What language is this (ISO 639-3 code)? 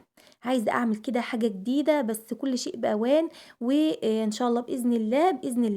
arz